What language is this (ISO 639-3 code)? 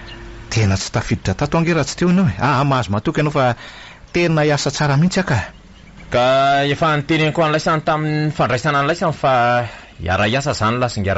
mlg